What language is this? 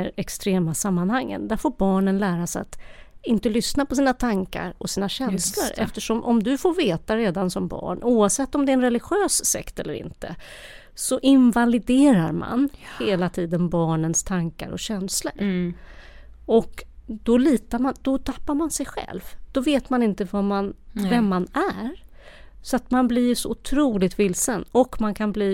Swedish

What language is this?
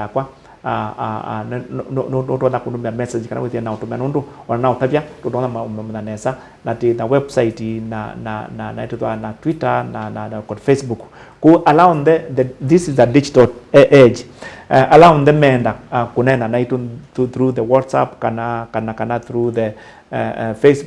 Kamba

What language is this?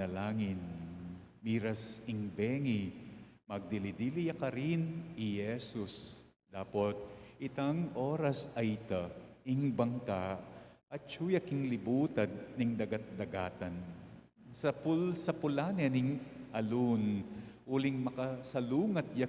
Pampanga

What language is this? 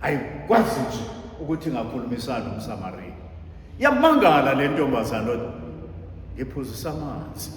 Zulu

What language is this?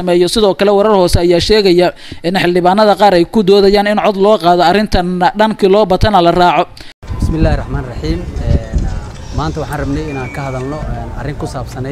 Somali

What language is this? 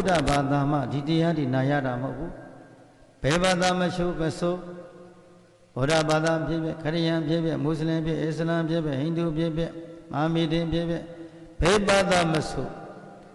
Burmese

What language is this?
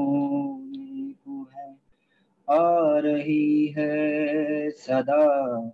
Urdu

